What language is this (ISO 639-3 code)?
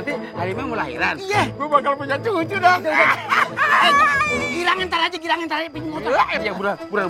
bew